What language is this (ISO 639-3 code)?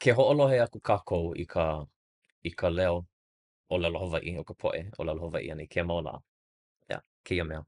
haw